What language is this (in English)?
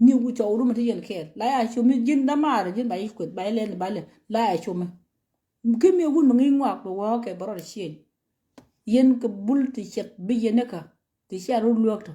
Nuer